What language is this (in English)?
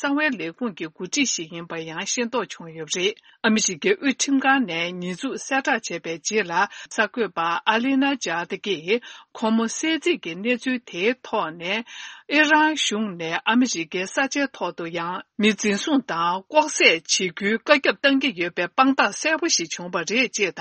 Tibetan